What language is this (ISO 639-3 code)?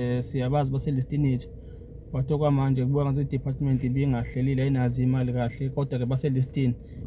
zul